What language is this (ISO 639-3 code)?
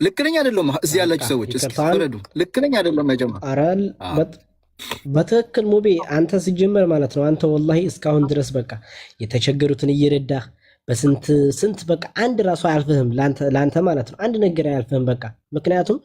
amh